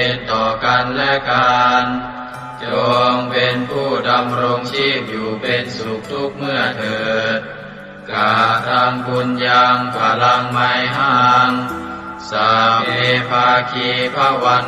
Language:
Pali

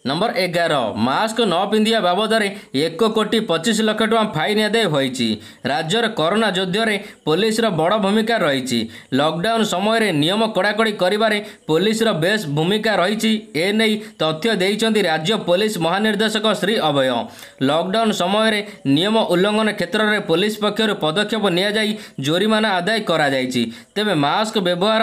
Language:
Odia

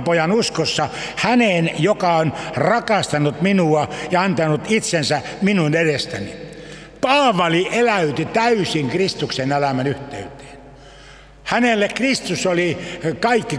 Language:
Finnish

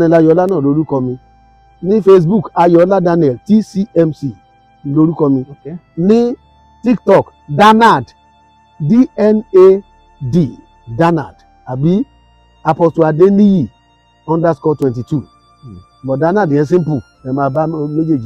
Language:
Yoruba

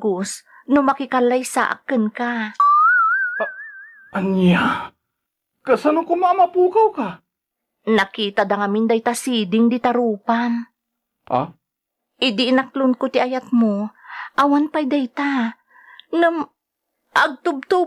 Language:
Iloko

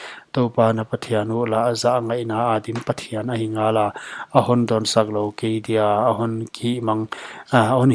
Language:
Paite Chin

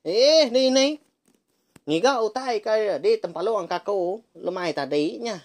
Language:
Iban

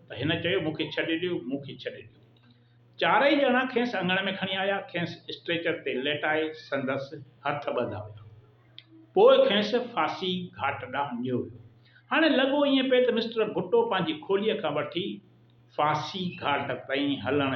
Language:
Sindhi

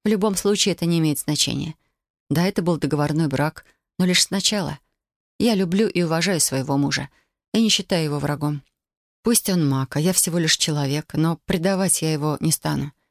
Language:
Russian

